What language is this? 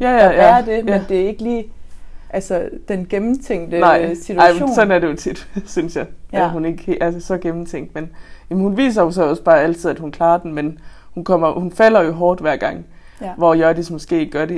Danish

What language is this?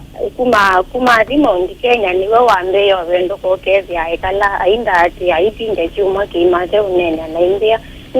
Kamba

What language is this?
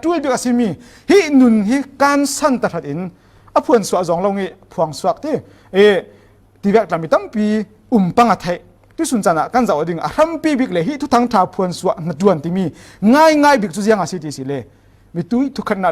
Falam Chin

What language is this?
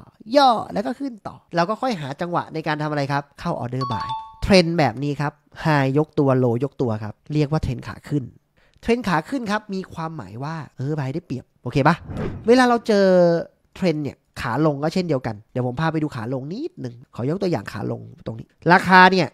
Thai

